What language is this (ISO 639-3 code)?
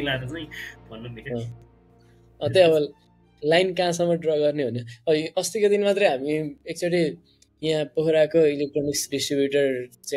nep